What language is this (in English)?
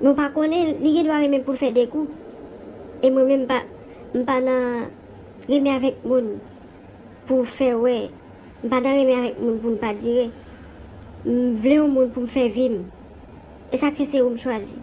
Haitian Creole